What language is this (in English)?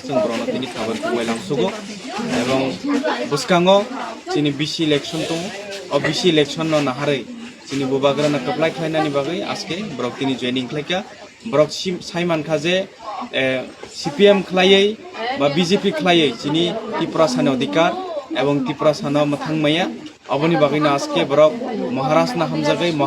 Kok Borok